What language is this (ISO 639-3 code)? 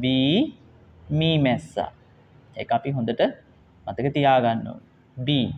sin